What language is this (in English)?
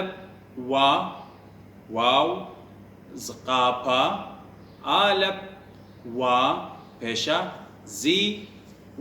Assyrian Neo-Aramaic